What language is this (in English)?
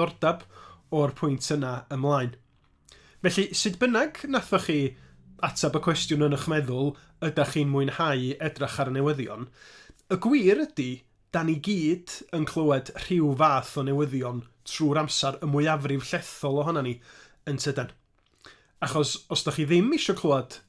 Welsh